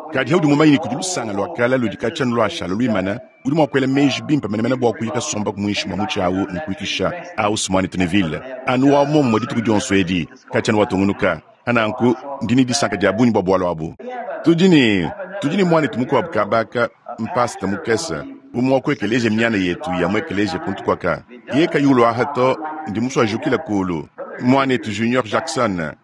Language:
Luba-Lulua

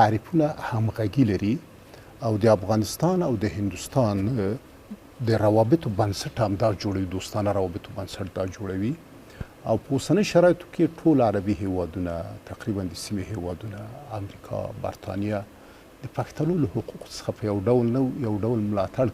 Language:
Pashto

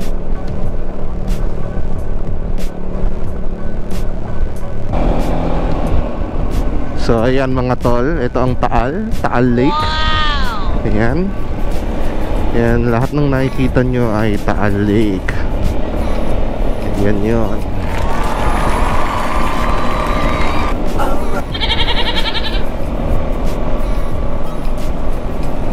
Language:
Filipino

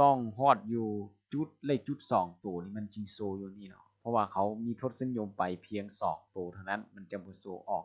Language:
Lao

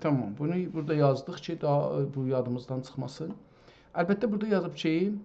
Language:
South Azerbaijani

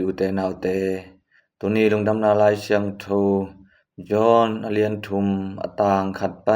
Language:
Tedim Chin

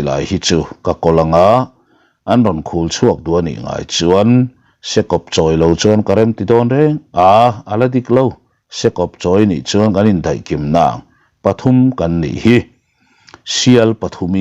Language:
Mizo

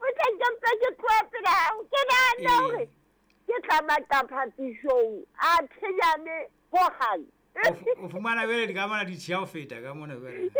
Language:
Southern Sotho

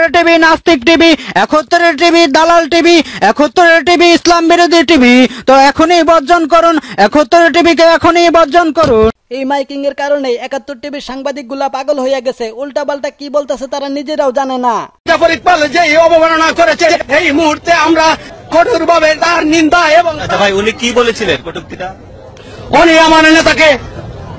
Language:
Bangla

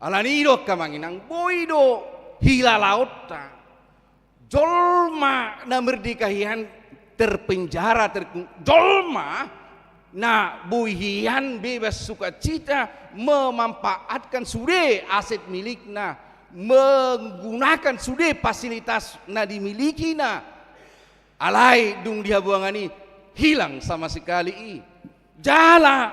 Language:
Batak Toba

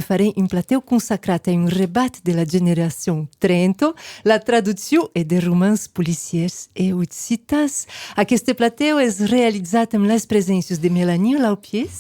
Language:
Occitan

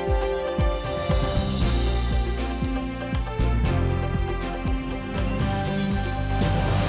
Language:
Udmurt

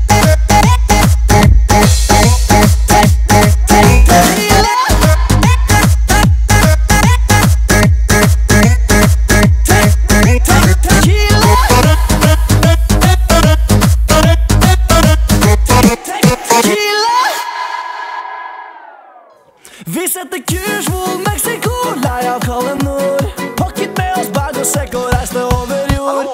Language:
Norwegian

